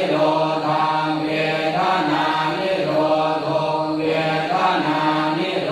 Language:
Pali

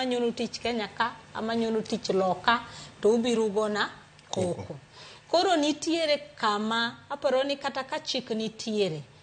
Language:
Luo (Kenya and Tanzania)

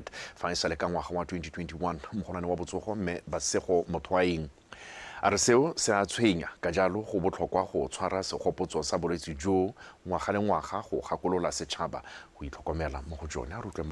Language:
Tswana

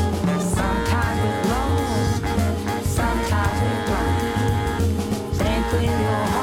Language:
Basque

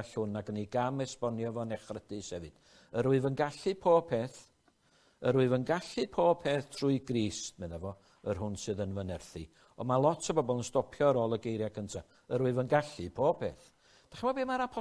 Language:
Welsh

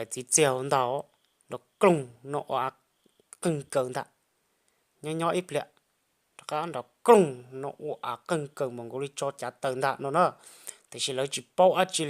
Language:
Hmong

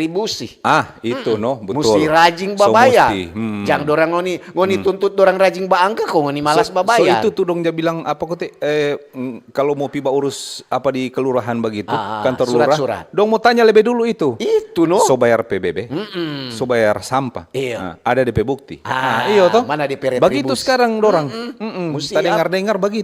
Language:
Manado Malay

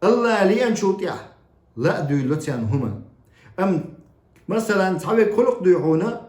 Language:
Chechen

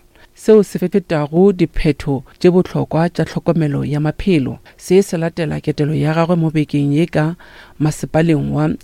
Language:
Northern Sotho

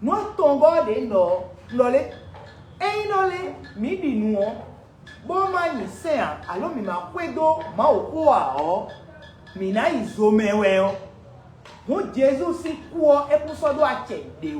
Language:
Fon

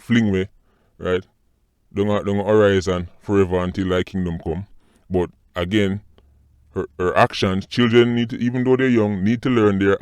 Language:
Jamaican Creole English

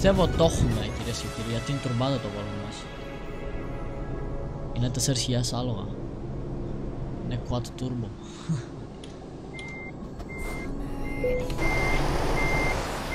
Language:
Greek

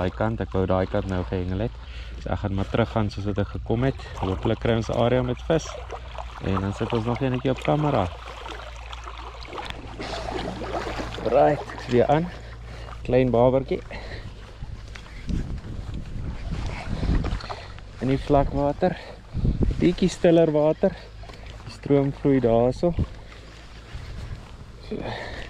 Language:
Afrikaans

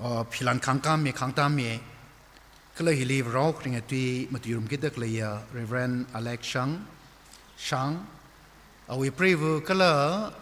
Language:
Tangkhul Naga (India)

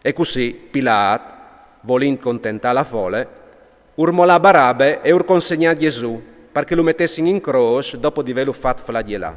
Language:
Friulian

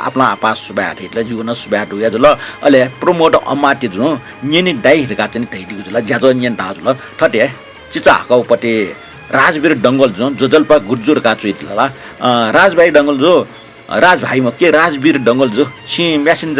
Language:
Newari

